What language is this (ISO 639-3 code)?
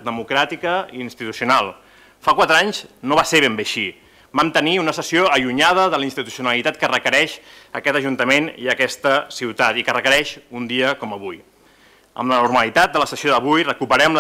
cat